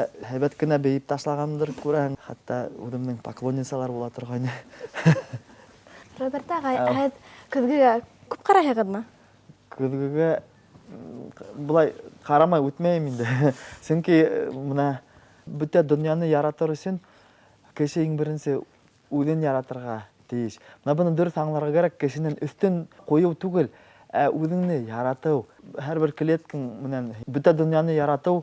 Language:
Bashkir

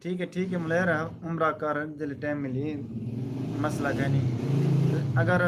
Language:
Saraiki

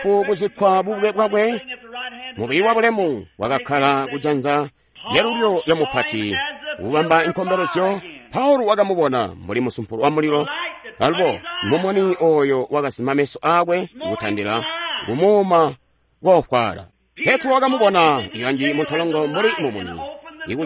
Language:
Tonga (Zambia)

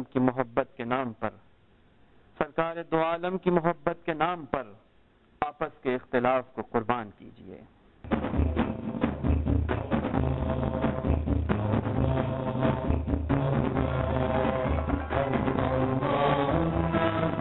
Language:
Urdu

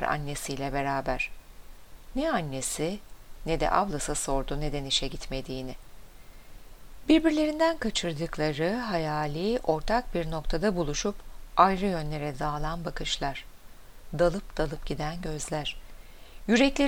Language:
Turkish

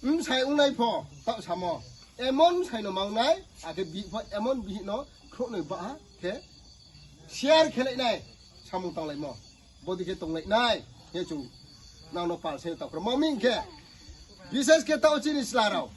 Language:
Riang (India)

